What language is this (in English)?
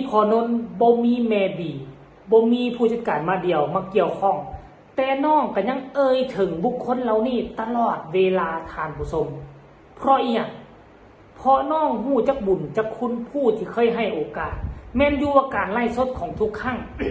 Northeastern Thai